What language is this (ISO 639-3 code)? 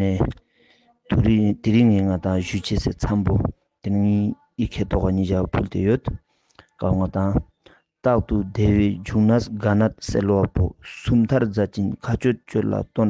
lbj